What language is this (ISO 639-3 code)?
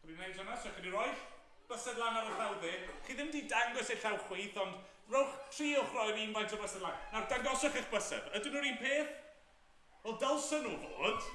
cym